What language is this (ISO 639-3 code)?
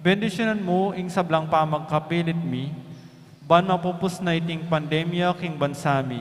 pam